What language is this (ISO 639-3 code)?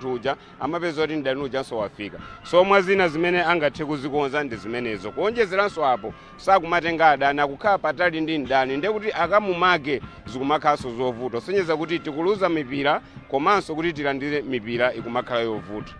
nya